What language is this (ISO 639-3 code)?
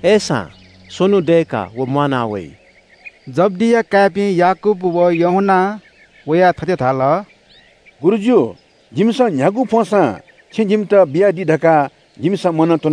new